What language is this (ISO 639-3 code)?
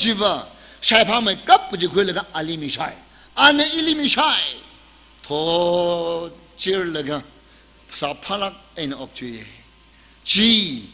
nmf